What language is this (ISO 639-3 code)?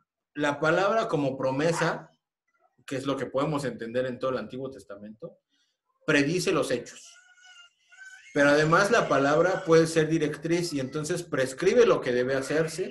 spa